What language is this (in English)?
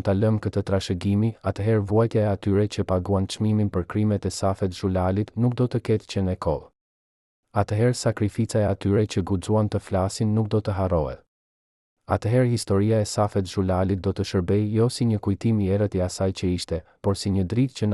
Albanian